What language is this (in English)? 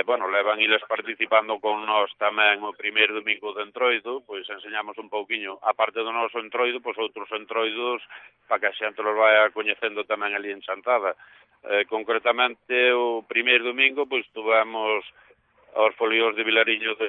Galician